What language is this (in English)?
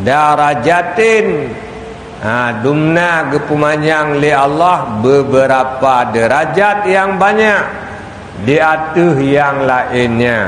Achinese